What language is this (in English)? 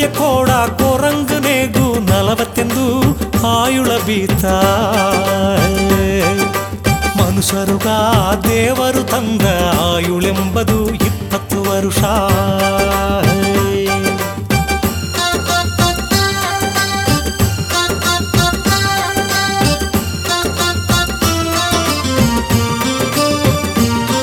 Kannada